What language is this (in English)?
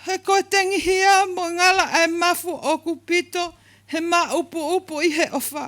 Tongan